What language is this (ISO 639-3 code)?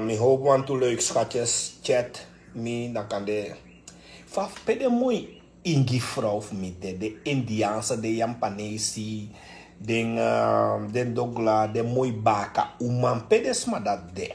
srn